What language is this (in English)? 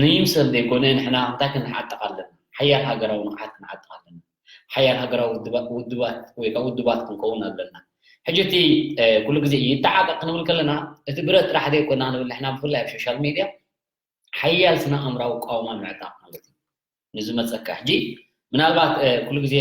Tigrinya